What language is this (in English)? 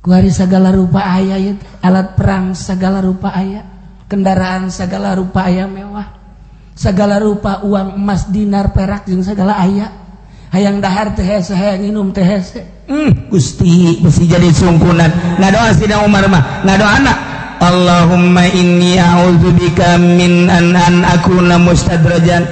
Sundanese